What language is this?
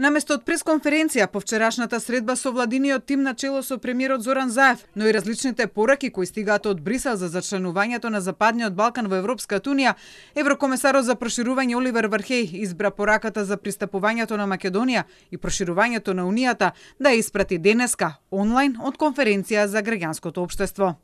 Macedonian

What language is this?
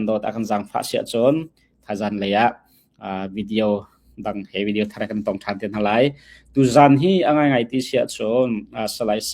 Hakha Chin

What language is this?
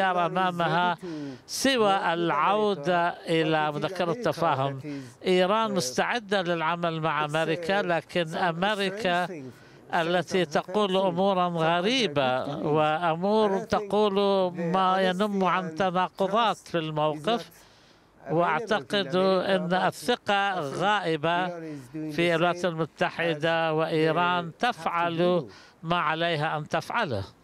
Arabic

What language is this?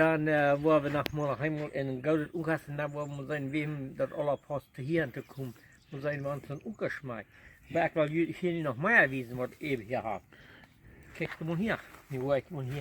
Plautdietsch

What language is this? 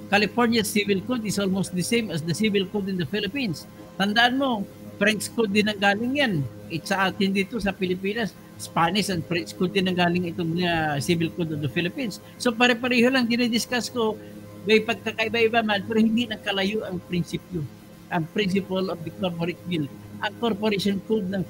Filipino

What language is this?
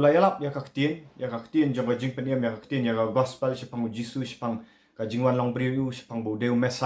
Khasi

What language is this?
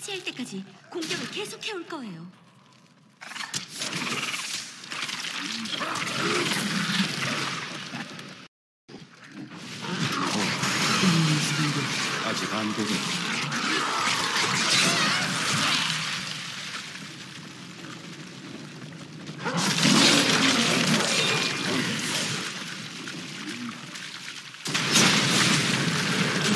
Korean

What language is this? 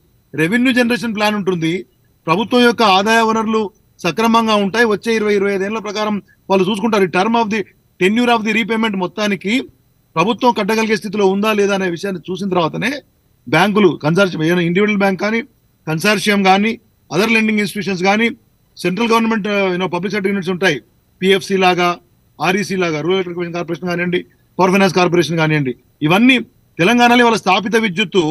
Telugu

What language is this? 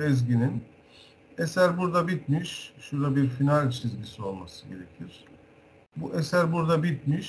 Turkish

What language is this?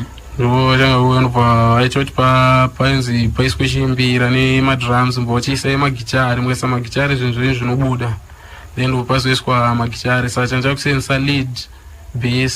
Shona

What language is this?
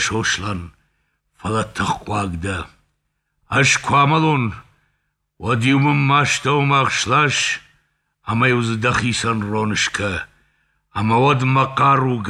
Ossetic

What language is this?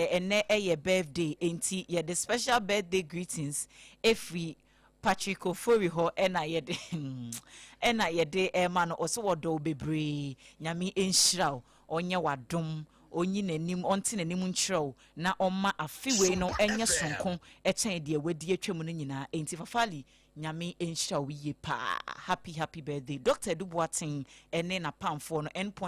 Akan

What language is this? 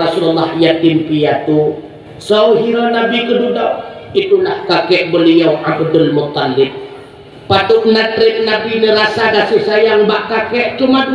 Achinese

